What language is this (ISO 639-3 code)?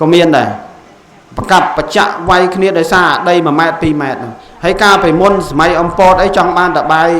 khm